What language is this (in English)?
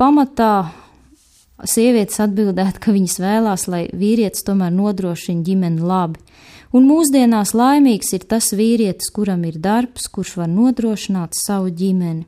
Latvian